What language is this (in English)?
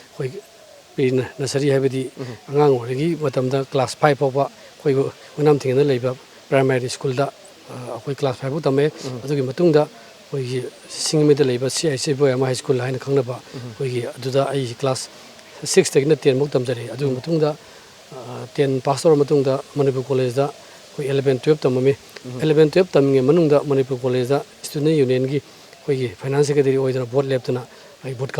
Manipuri